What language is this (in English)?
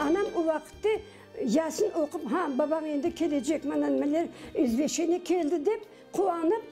Crimean Tatar